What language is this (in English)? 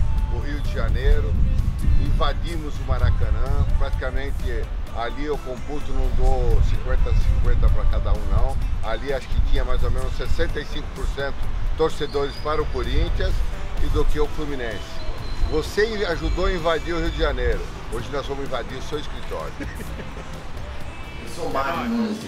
Portuguese